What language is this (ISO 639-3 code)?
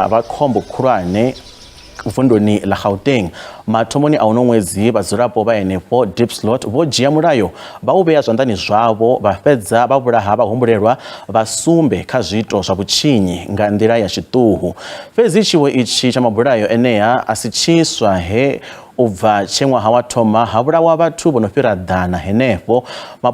ven